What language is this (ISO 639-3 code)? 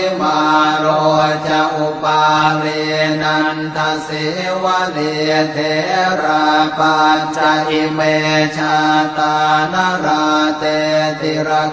pli